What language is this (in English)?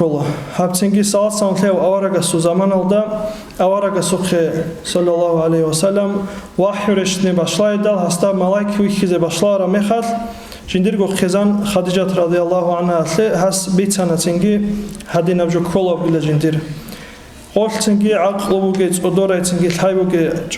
Avaric